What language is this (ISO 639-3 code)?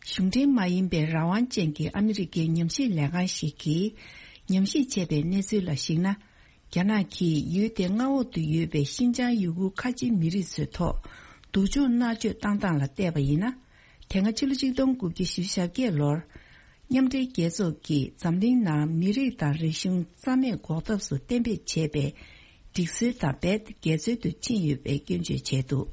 bod